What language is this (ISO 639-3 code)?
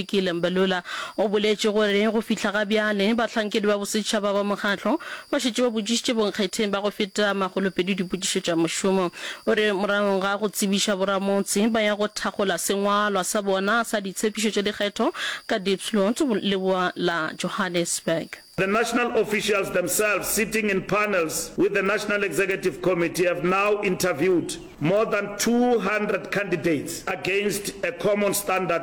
nso